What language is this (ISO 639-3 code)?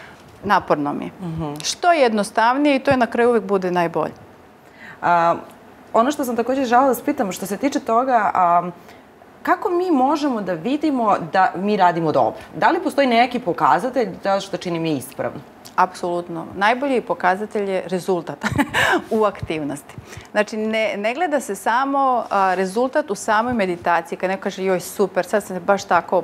srp